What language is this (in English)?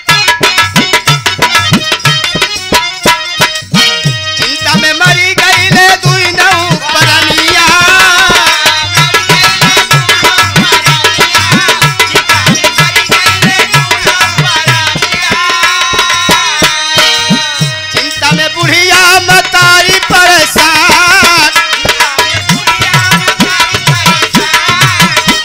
Bhojpuri